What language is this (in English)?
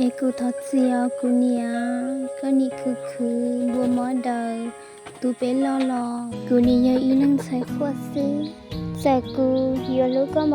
Hmong